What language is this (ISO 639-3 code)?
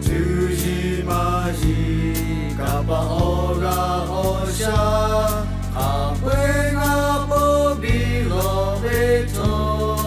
lhu